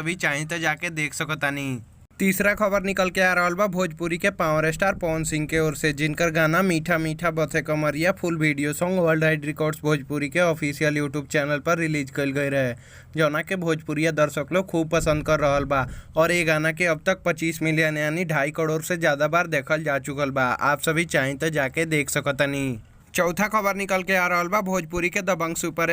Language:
Bhojpuri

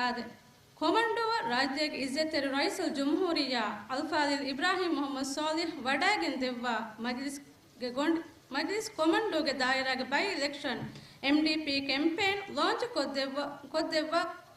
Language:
Divehi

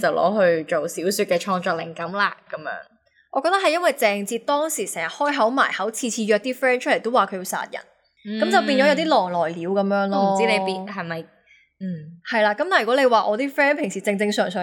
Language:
Cantonese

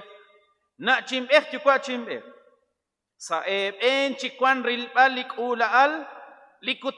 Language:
Kekchí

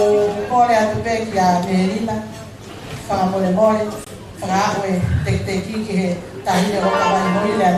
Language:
Tongan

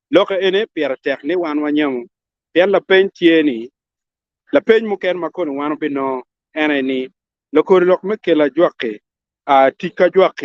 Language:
Acoli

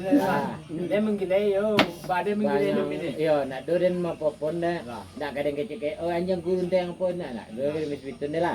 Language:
Minangkabau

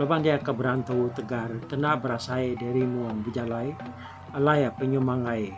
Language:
Iban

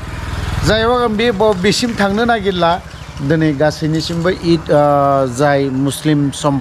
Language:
Bodo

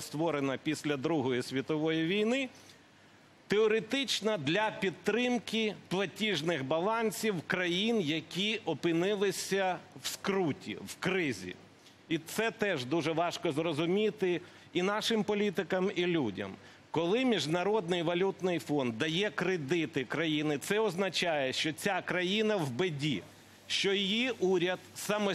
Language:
Ukrainian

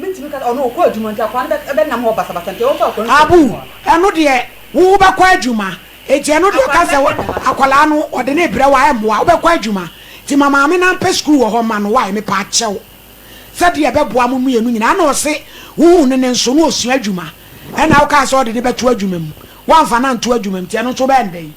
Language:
Akan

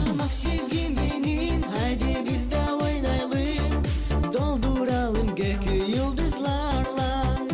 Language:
Gagauz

